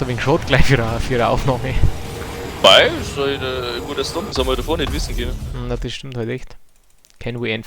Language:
Bavarian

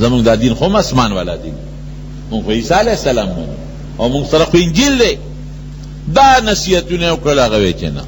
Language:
Pashto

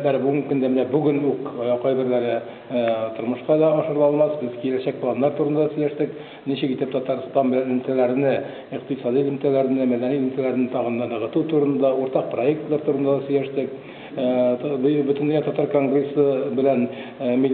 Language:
Tatar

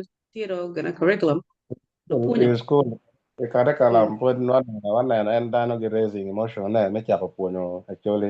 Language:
Acoli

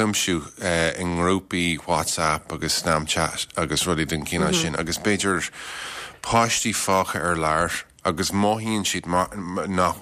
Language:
Irish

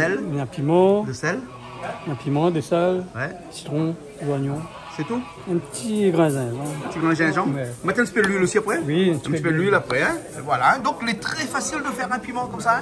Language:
Réunion Creole French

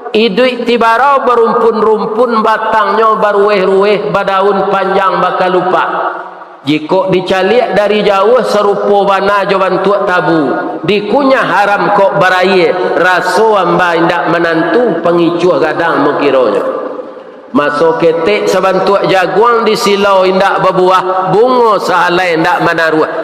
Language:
Minangkabau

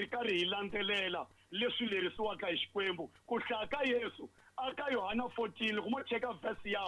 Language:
Tsonga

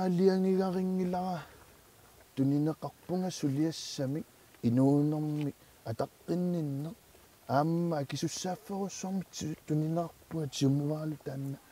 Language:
Kalaallisut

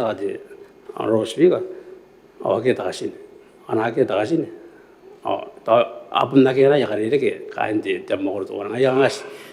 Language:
Gilbertese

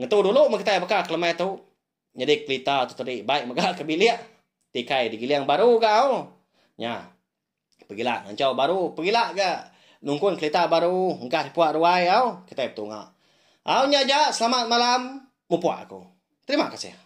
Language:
Iban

